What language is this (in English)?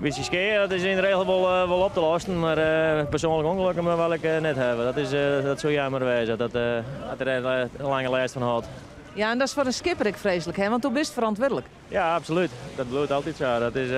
Western Frisian